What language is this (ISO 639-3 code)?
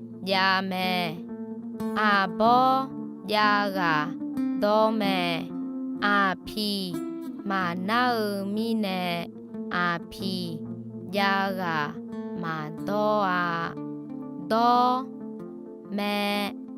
ahk